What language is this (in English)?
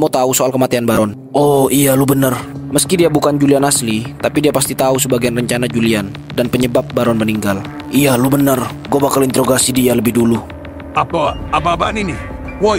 Indonesian